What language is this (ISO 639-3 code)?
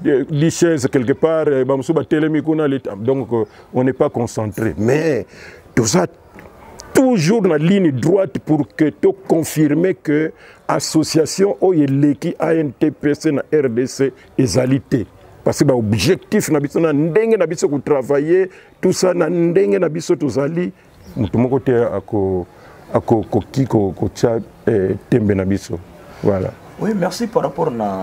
lin